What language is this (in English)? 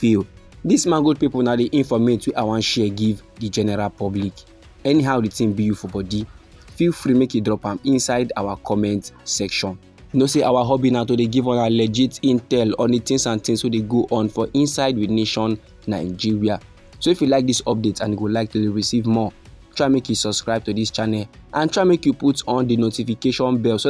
Nigerian Pidgin